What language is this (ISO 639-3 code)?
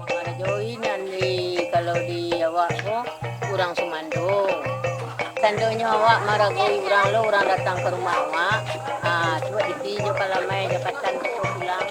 min